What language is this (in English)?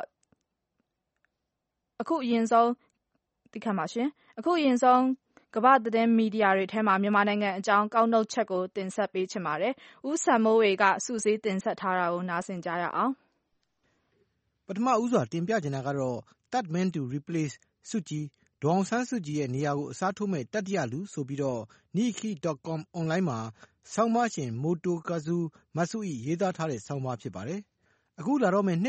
Burmese